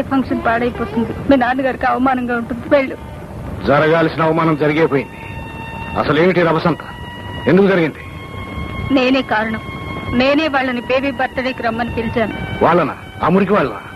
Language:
Telugu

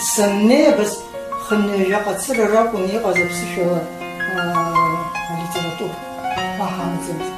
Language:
Abkhazian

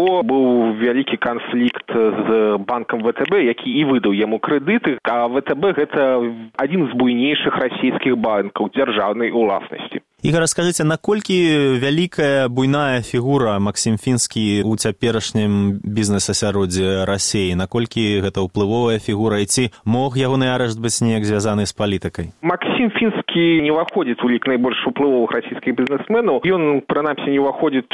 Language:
Belarusian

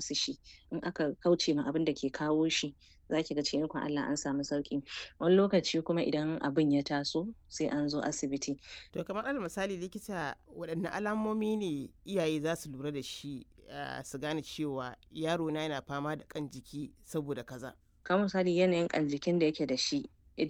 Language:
Hausa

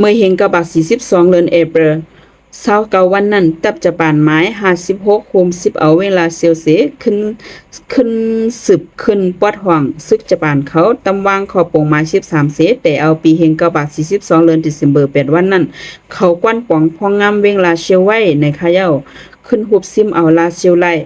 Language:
Shan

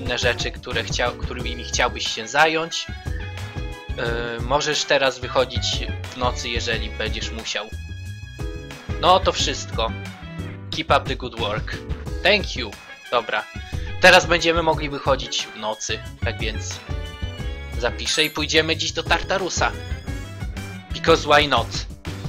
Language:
Polish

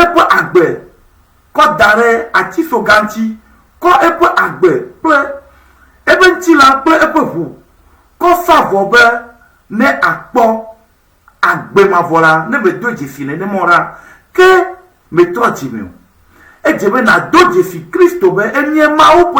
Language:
Ewe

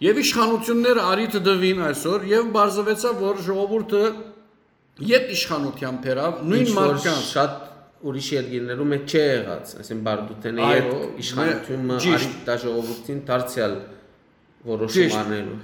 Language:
Western Armenian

